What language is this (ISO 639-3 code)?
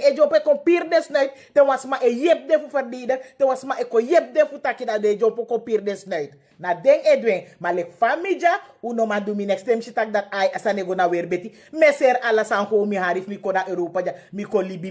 srn